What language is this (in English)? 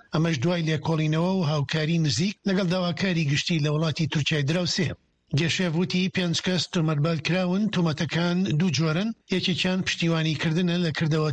Central Kurdish